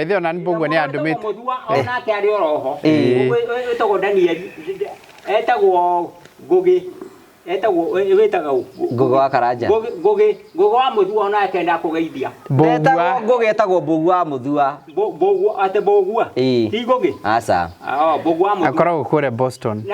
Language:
Kikuyu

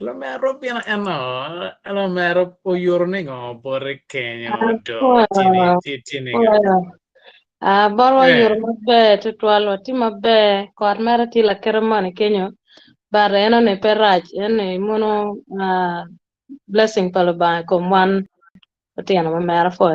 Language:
Acoli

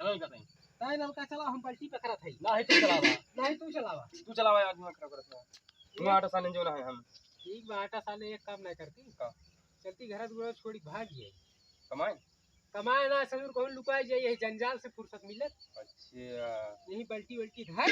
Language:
Awadhi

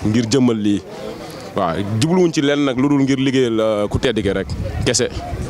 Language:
Wolof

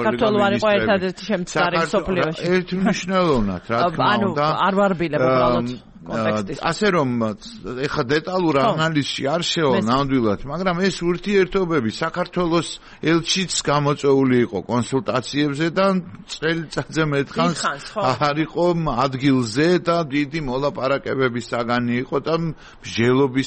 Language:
Georgian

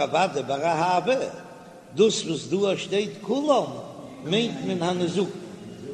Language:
Yiddish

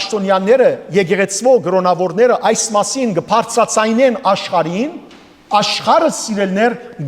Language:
Western Armenian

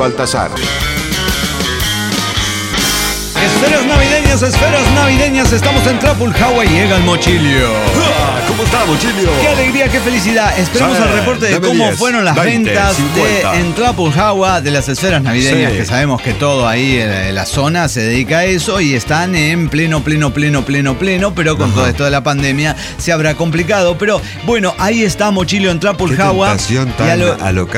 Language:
Spanish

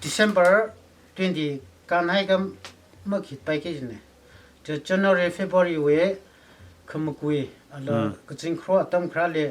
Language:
Tangkhul Naga (India)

